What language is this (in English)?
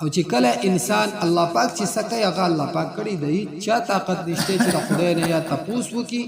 Pashto